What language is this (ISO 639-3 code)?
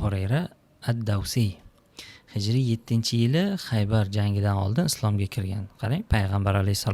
uzb